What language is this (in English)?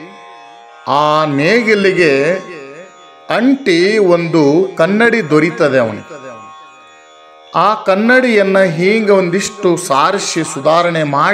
Kannada